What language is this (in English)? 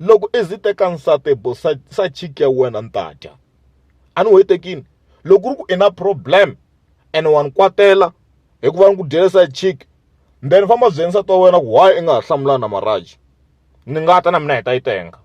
Tsonga